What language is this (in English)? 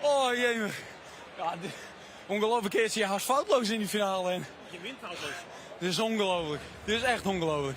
Western Frisian